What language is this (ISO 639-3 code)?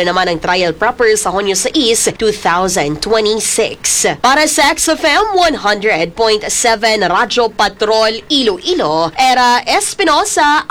hil